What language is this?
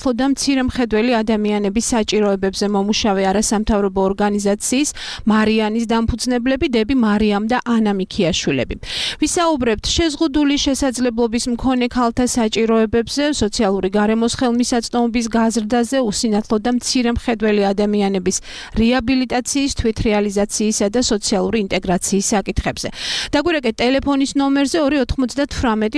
Georgian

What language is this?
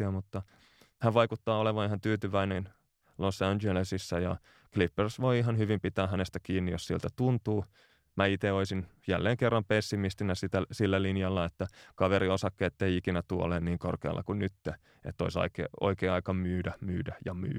Finnish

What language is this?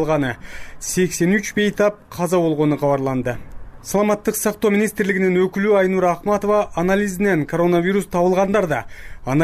Kyrgyz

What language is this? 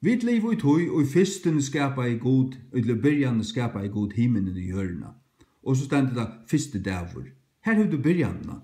Faroese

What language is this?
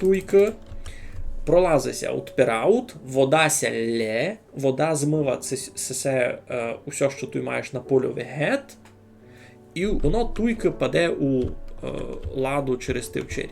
Rusyn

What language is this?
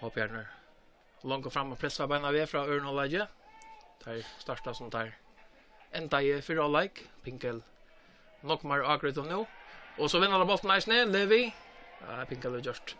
Faroese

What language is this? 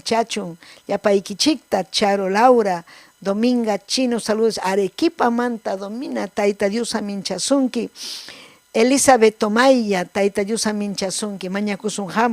Ayacucho Quechua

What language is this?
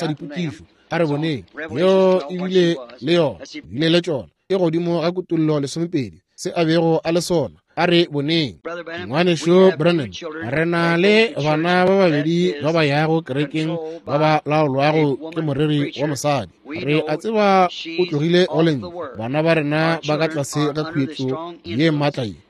Northern Sotho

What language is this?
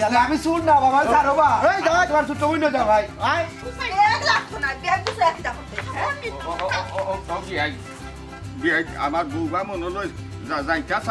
Sylheti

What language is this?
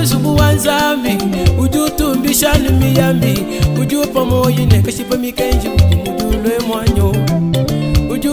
Luba-Lulua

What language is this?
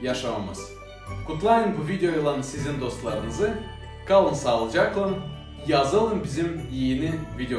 Gagauz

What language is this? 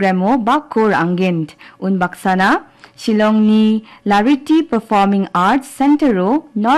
Garo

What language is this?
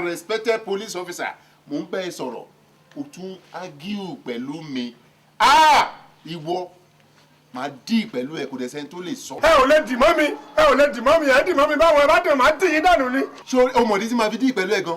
Yoruba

